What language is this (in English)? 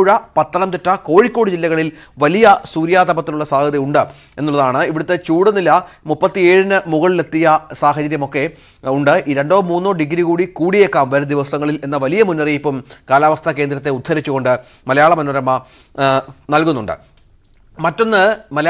Malayalam